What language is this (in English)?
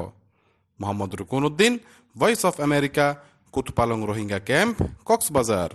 Bangla